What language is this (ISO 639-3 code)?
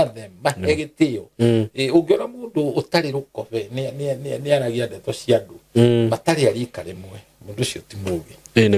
kik